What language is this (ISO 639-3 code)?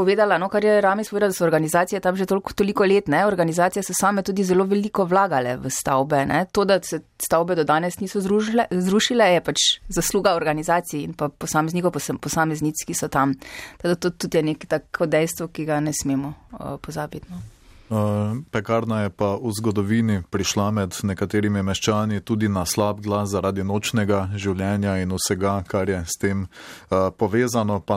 slv